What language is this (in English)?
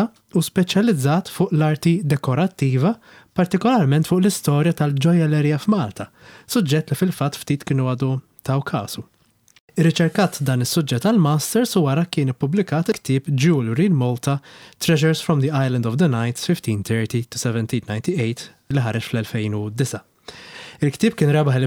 Maltese